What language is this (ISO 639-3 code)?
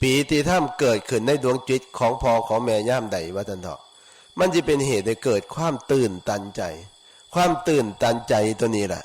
tts